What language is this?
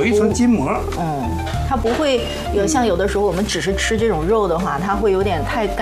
Chinese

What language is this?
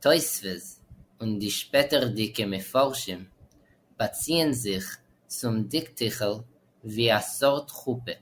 Yiddish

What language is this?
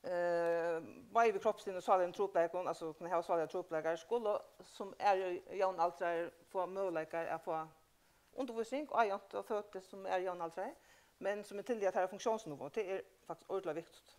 Faroese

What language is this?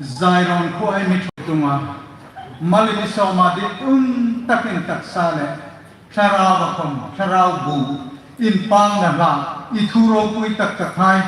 Hmar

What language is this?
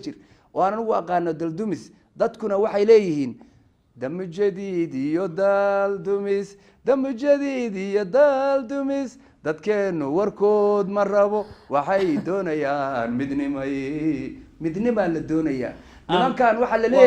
Somali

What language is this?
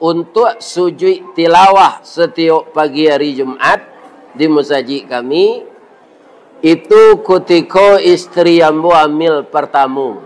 Minangkabau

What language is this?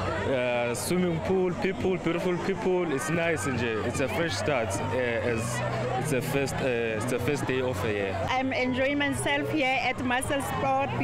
Tsonga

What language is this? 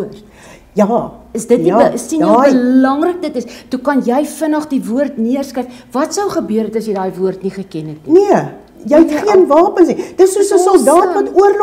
Afrikaans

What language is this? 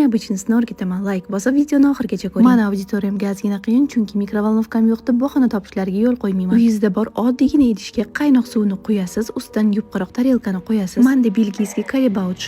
Uzbek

